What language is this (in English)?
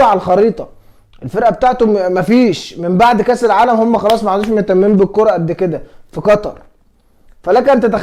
Egyptian Arabic